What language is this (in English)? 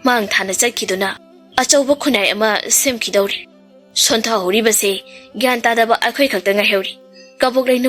Manipuri